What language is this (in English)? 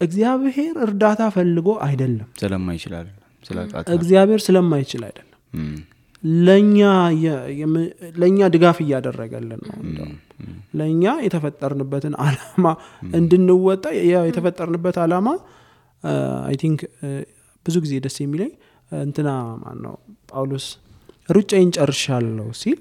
Amharic